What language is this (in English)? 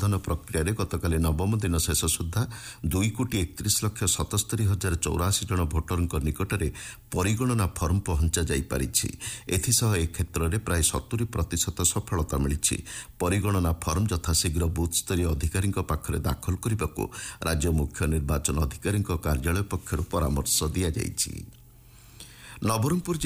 Odia